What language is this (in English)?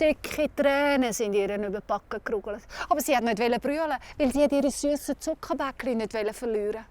Swiss German